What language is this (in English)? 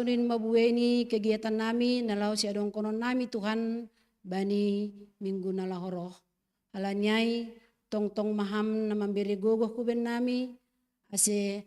Batak Simalungun